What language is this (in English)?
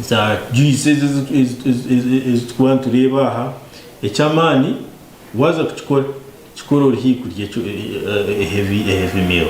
Nyankole